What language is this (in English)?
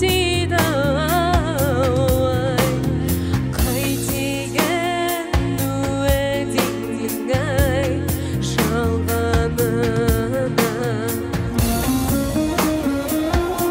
Kazakh